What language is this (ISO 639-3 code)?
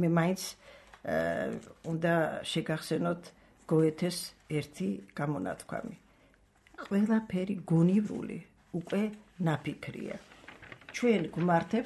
kat